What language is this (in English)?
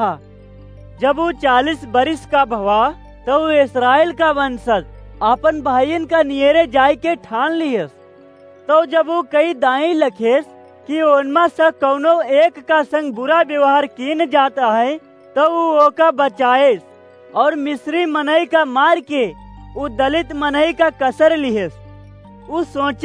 Awadhi